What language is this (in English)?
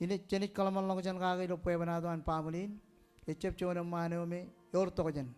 Marshallese